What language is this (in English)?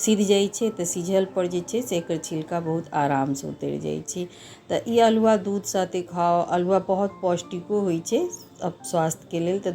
Maithili